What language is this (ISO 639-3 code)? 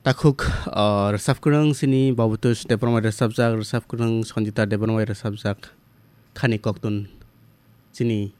trp